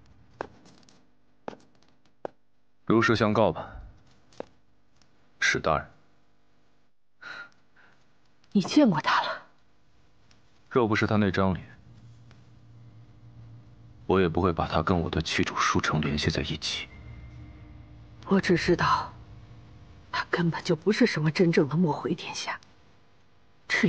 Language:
Chinese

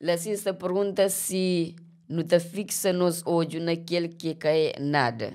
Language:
Kabuverdianu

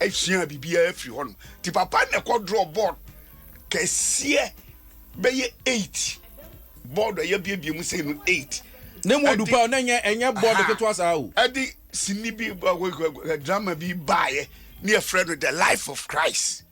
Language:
Akan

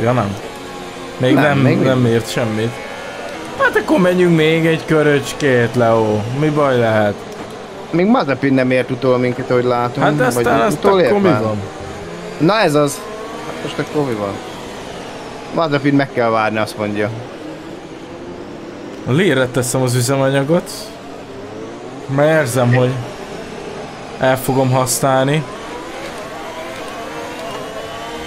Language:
Hungarian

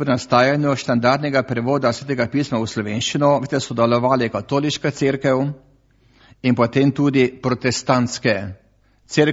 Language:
Slovenian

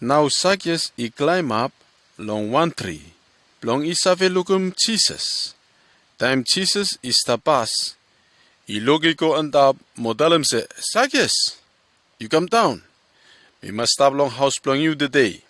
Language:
Bislama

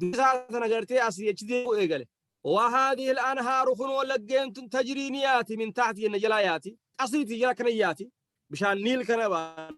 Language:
Oromo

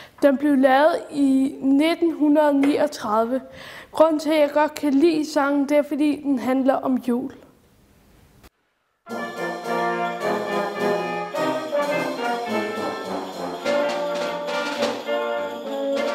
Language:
Danish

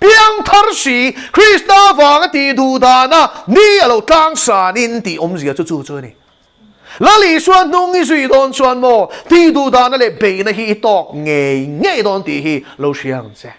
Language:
Mizo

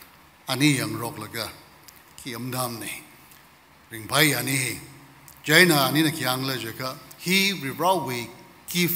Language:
Tangkhul Naga (India)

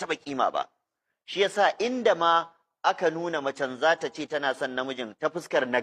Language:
Hausa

